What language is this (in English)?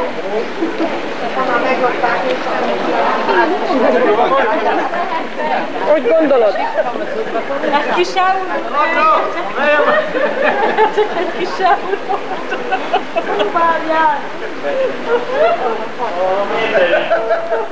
Hungarian